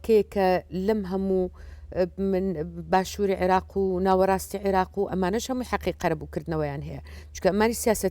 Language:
Central Kurdish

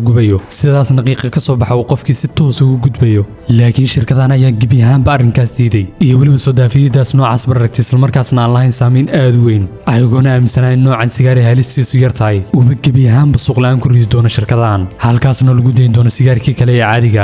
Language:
Somali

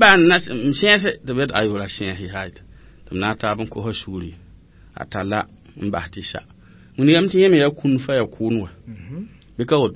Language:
Mossi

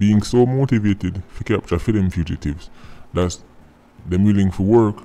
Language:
Jamaican Creole English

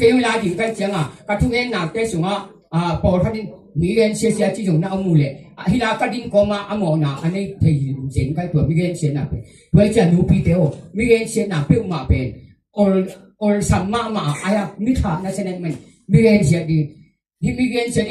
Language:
Tedim Chin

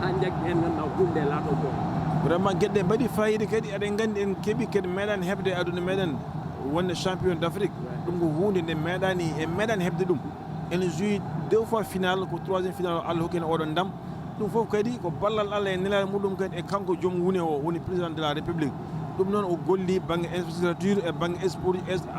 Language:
Fula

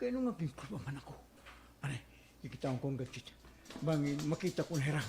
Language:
Waray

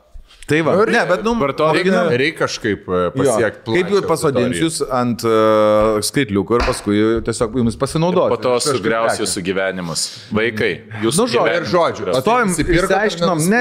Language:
Lithuanian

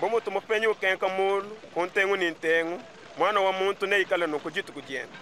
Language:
Luba-Lulua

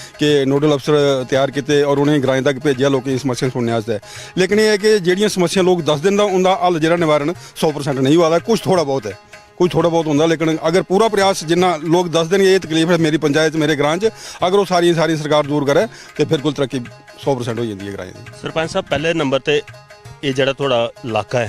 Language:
Dogri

